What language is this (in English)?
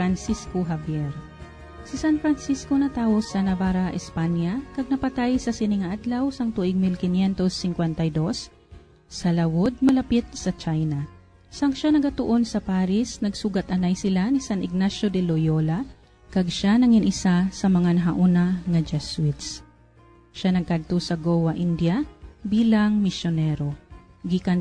Hiligaynon